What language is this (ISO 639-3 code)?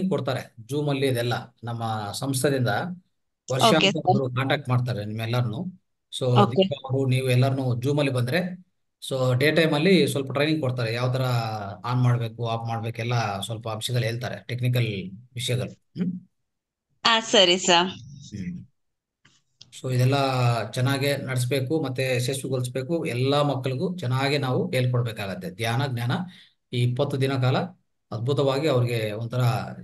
kan